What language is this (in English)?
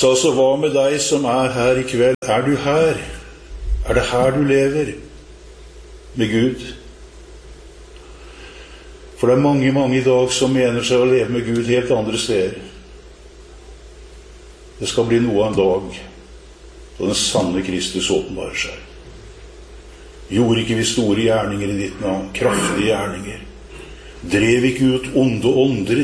Norwegian